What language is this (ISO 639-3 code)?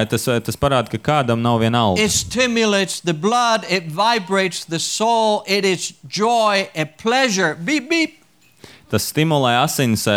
lav